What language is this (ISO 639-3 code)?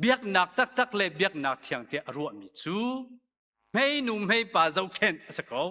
cnh